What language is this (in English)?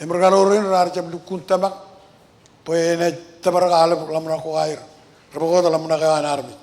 Marshallese